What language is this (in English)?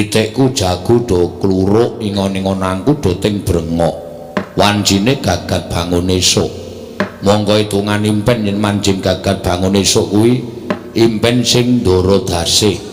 Javanese